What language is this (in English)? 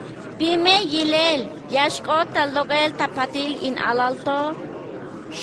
Tzeltal